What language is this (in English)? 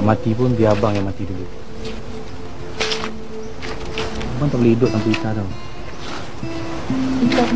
Malay